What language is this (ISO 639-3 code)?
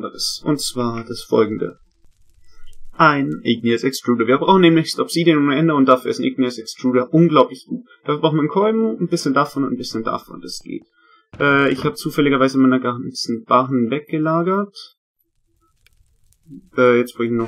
deu